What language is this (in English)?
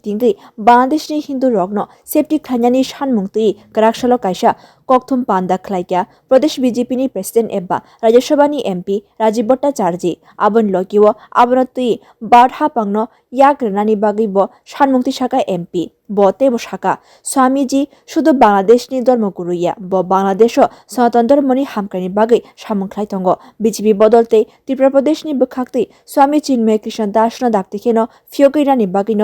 Kok Borok